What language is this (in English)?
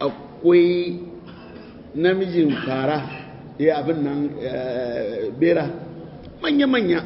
Hausa